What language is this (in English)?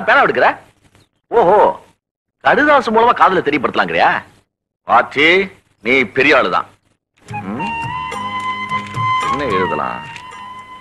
Tamil